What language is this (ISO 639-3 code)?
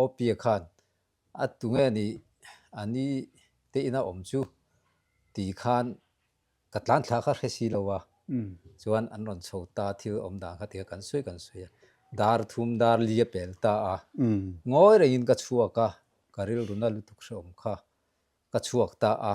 lus